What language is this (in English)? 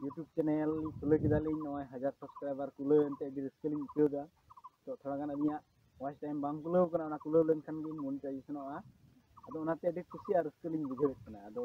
Santali